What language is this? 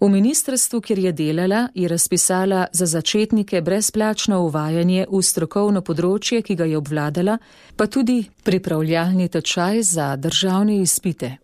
Slovenian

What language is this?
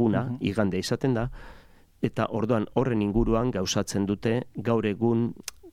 Basque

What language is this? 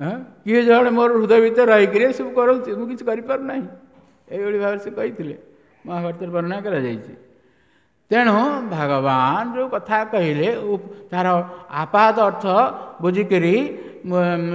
Odia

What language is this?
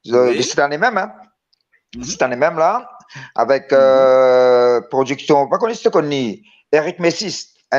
Morisyen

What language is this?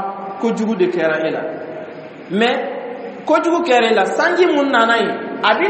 Dyula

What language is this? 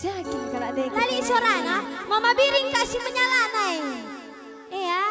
Batak Karo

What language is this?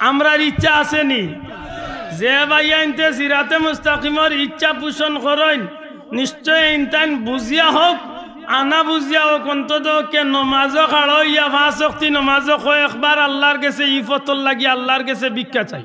Sylheti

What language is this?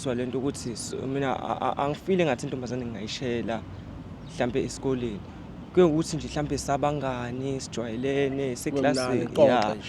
Zulu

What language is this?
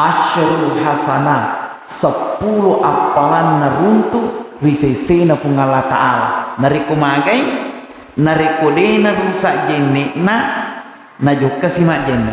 Buginese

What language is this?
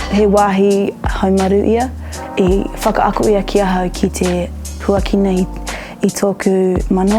Māori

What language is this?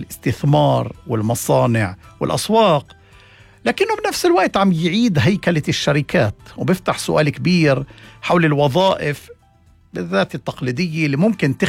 North Levantine Arabic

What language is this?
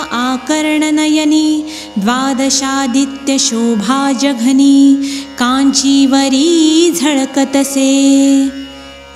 Marathi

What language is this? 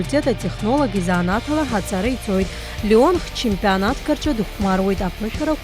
Abkhazian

